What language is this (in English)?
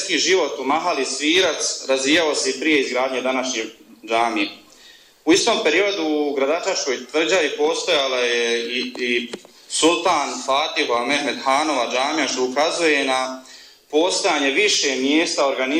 Bosnian